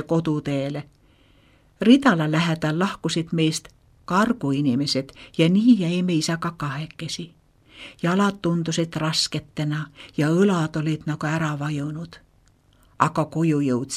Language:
Estonian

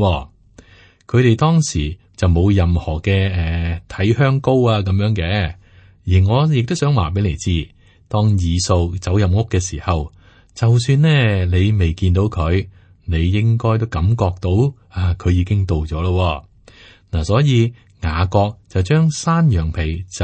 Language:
Cantonese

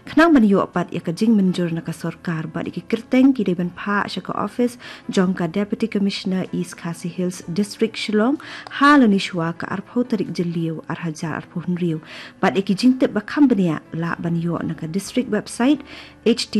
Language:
Khasi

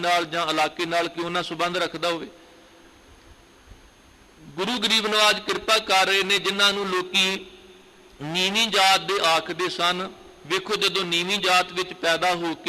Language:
Punjabi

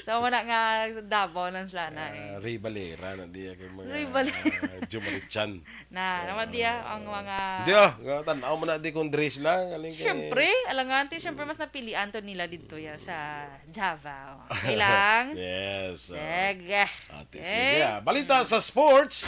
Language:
Hiligaynon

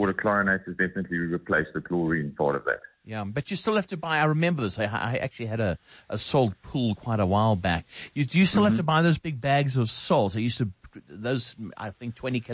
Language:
English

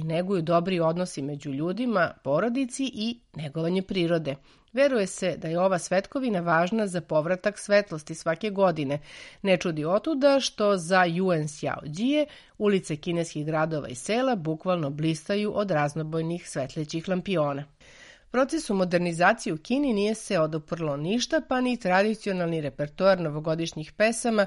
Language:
Serbian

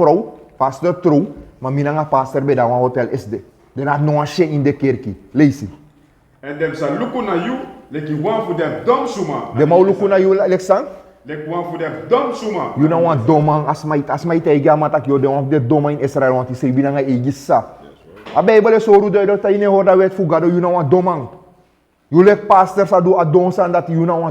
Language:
Sranan Tongo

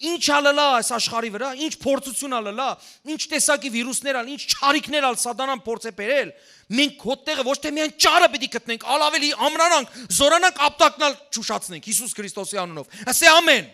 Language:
Western Armenian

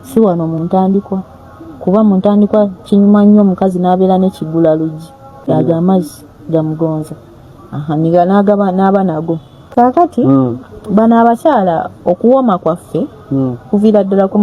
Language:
Ganda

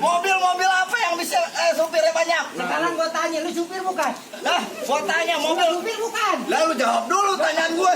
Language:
Betawi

